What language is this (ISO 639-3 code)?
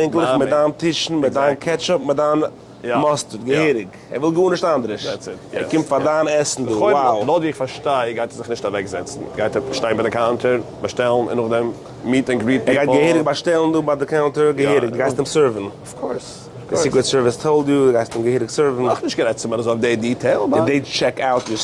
yid